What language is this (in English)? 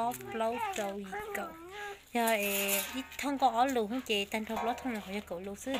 Hmong